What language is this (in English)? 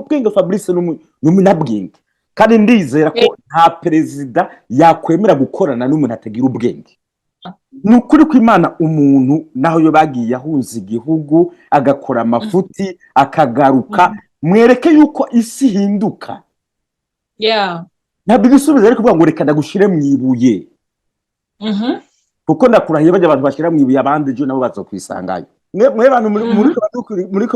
Rundi